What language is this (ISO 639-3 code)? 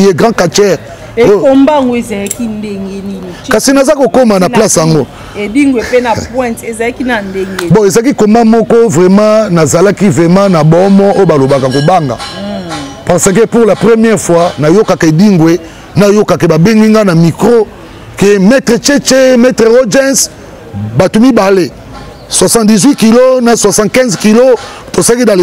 lin